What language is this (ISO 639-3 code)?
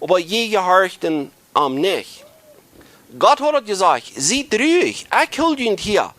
pdt